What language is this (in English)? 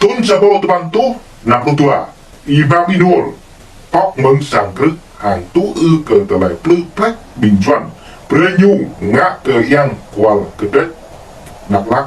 Jarai